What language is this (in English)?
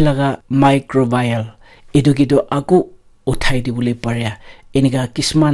Naga Pidgin